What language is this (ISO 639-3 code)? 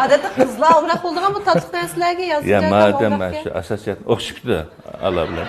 uig